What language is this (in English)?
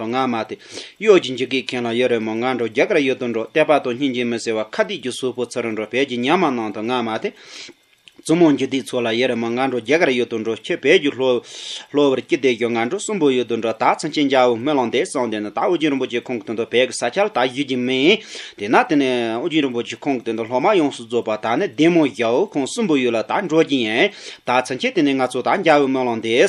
Tibetan